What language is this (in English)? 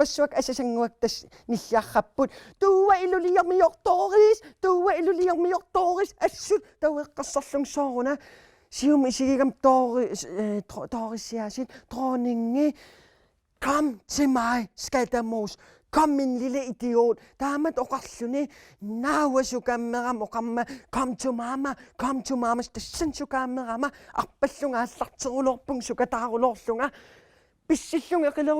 Kalaallisut